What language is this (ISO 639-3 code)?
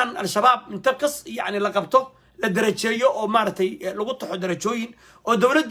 som